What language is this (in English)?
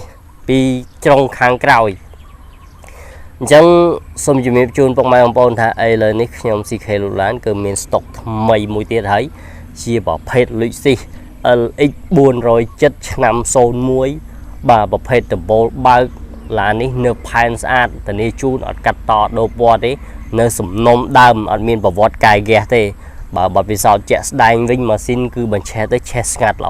Khmer